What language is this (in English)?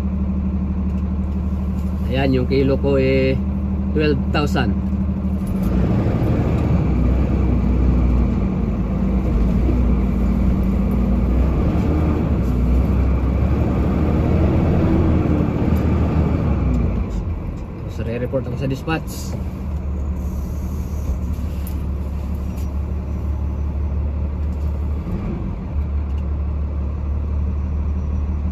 Filipino